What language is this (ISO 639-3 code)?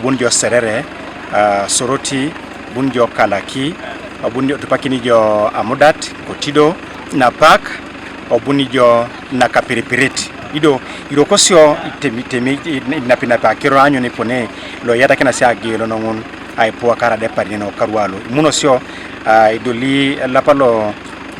teo